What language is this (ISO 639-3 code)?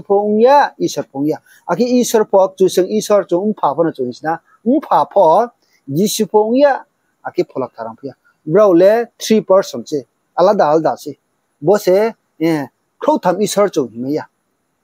ria